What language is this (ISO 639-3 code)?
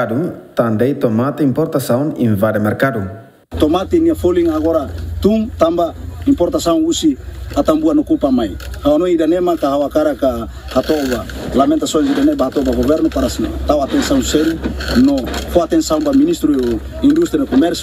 tet